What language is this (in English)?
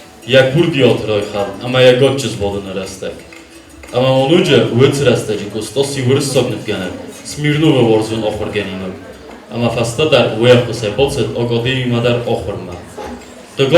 Ossetic